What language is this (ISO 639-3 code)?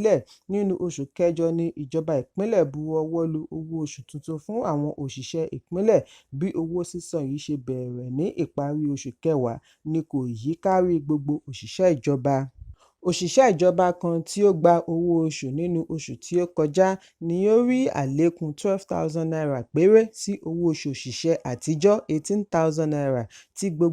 yor